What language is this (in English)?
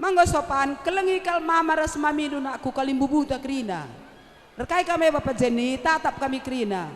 Batak Karo